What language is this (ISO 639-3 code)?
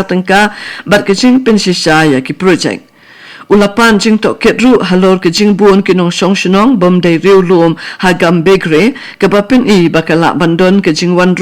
kha